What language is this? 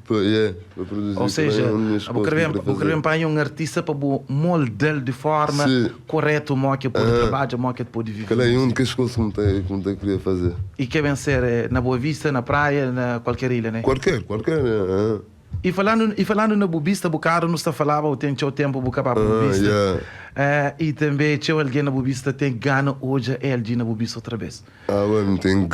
Kabuverdianu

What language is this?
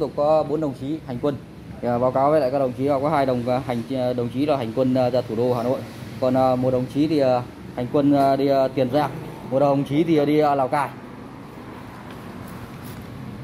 Vietnamese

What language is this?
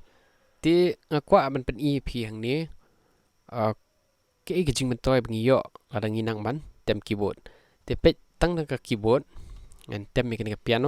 Khasi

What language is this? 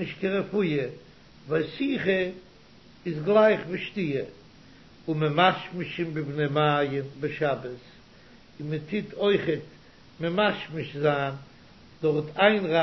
Yiddish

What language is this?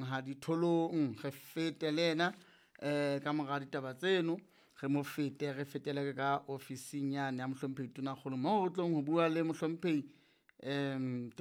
Southern Sotho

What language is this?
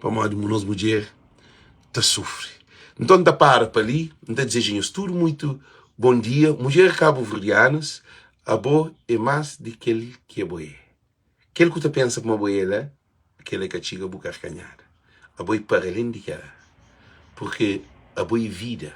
Kabuverdianu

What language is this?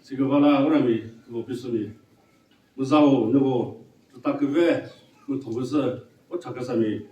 Chokri Naga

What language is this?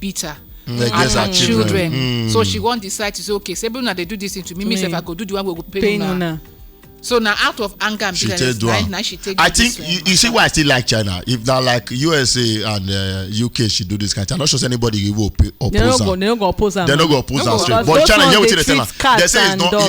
Nigerian Pidgin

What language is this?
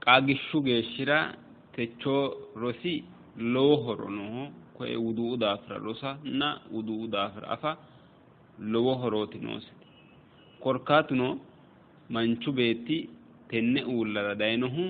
Sidamo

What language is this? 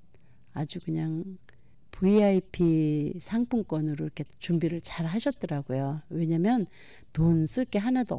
Korean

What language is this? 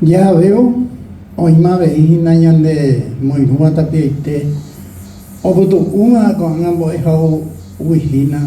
Guarani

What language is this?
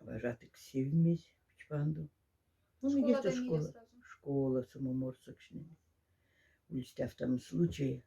Moksha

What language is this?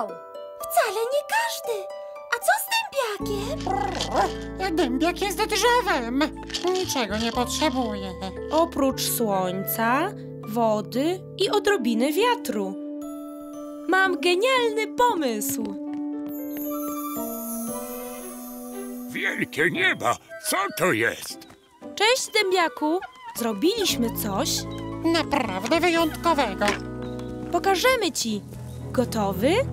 Polish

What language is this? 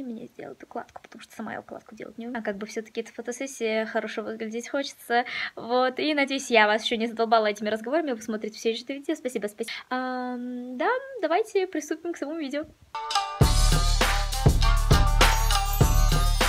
Russian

